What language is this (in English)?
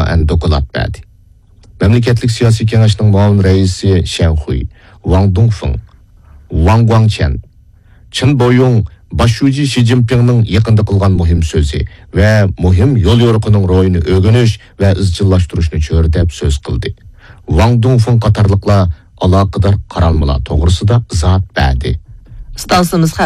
Uyghur